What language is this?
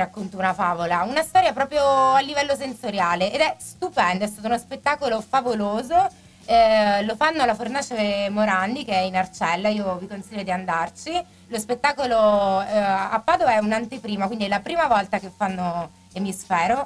Italian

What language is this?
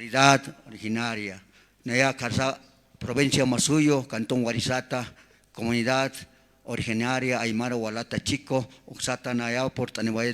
Aymara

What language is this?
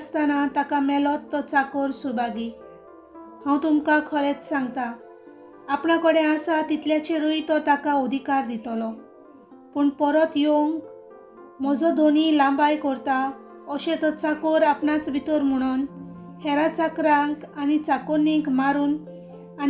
Konkani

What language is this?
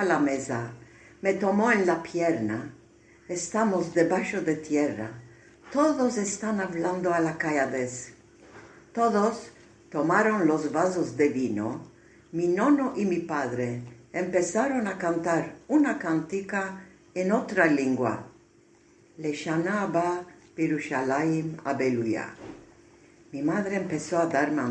Ladino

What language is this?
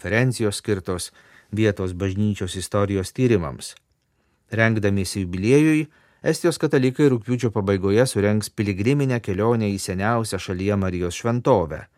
Lithuanian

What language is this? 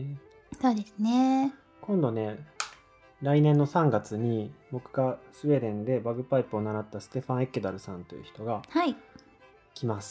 Japanese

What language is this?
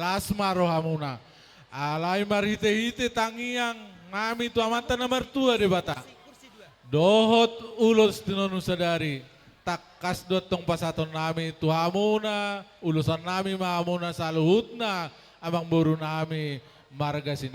Batak Toba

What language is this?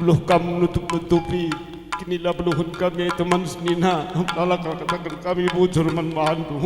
Batak Karo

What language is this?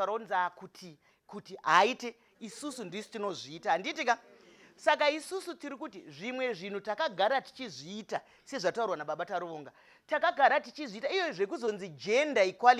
Shona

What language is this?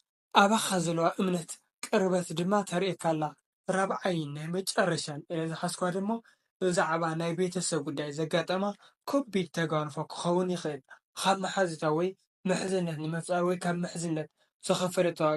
Tigrinya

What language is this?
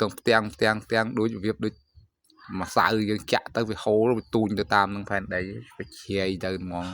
Khmer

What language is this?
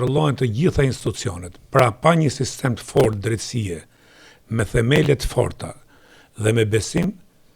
Albanian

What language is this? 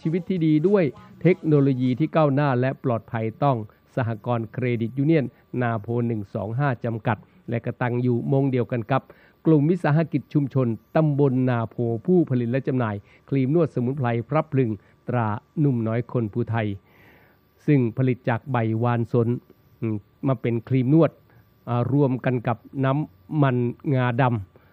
Thai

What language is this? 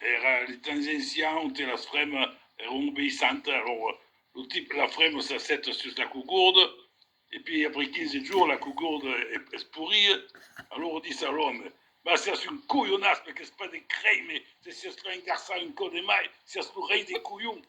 Occitan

